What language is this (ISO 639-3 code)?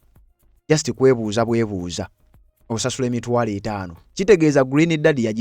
lug